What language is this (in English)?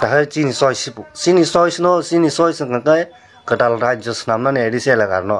Kok Borok